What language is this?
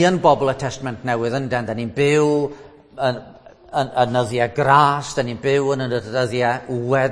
Welsh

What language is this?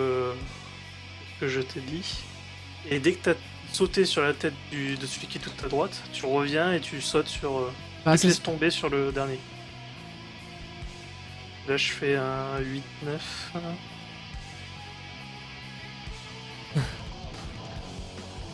French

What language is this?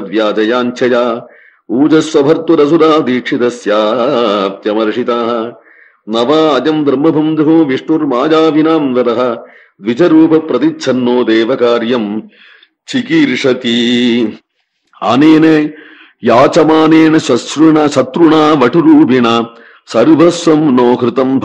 Sanskrit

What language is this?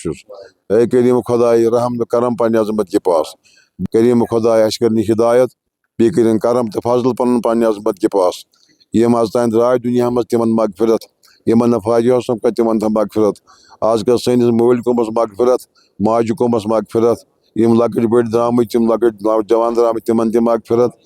Kashmiri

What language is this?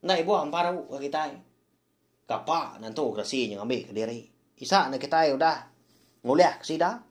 Iban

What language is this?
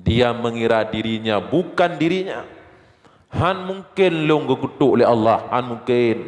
Achinese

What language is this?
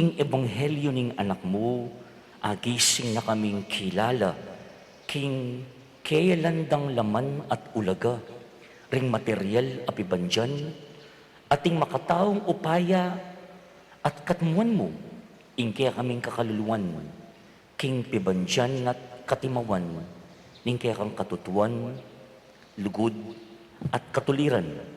Pampanga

